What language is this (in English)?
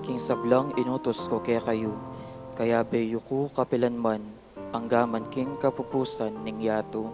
Pampanga